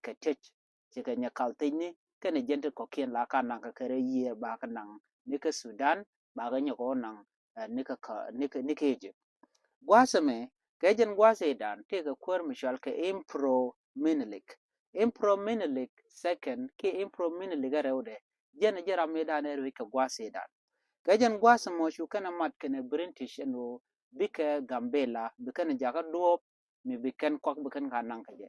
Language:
Nuer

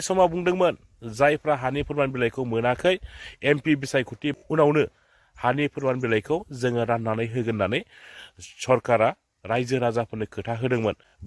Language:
Bodo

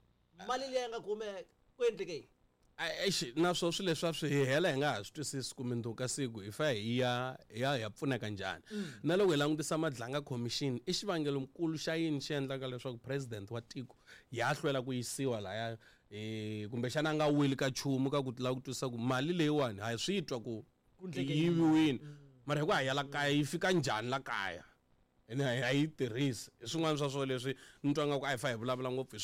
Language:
Tsonga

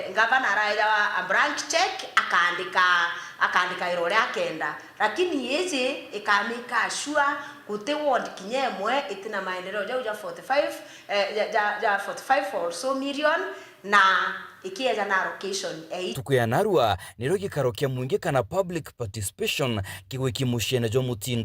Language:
Meru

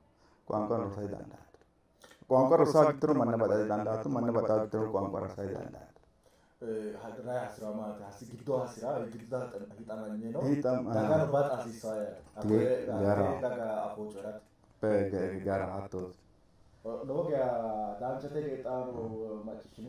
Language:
Sidamo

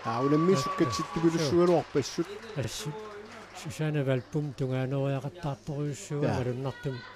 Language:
Kalaallisut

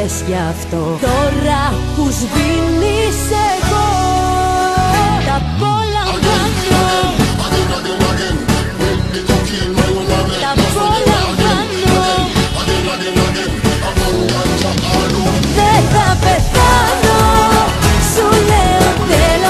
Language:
Greek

